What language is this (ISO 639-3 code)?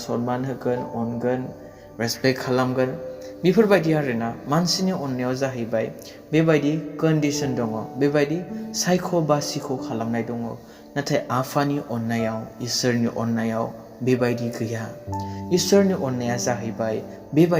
brx